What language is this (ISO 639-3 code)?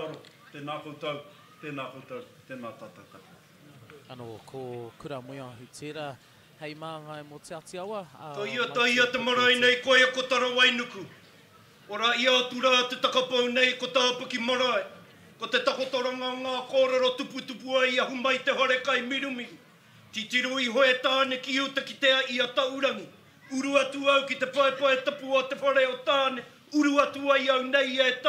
mri